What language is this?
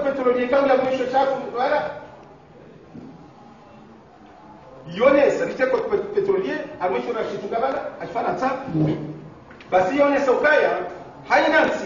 Swahili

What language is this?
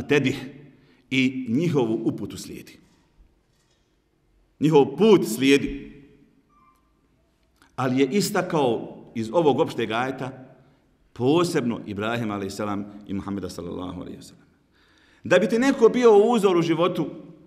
Bosnian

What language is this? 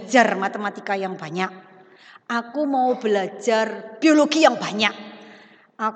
Indonesian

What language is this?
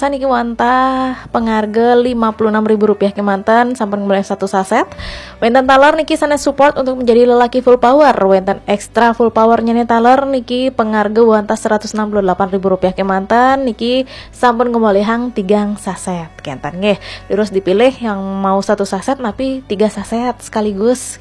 Balinese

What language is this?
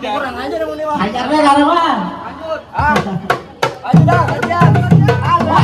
Betawi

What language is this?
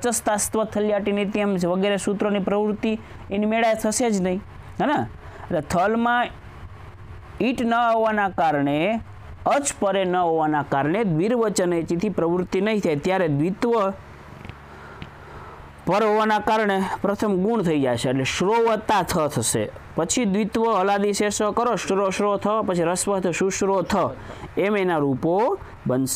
Gujarati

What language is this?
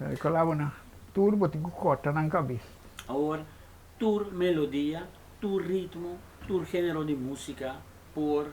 Papiamento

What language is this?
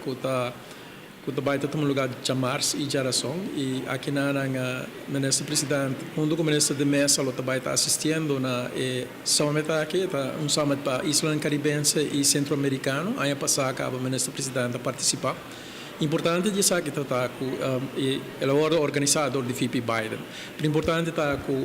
Papiamento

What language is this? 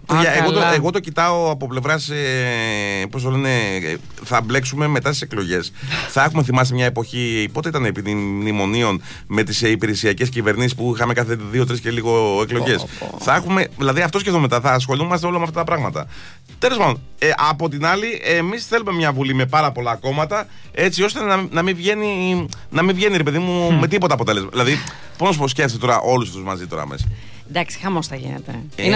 Greek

